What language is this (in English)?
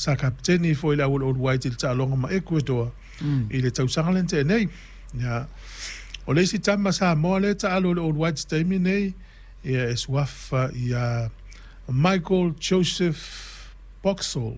Samoan